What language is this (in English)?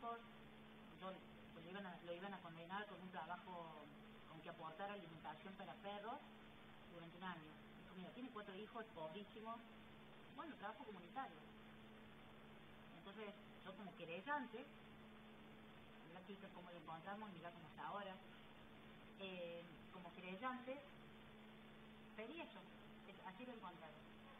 Spanish